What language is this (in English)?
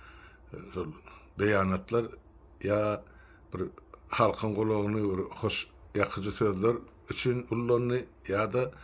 Turkmen